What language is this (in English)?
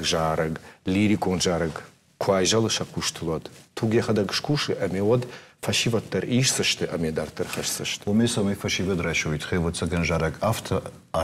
Ossetic